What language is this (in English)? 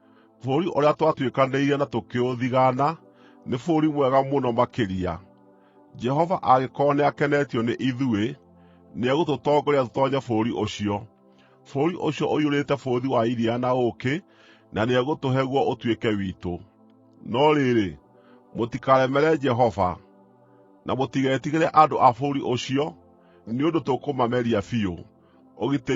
Kikuyu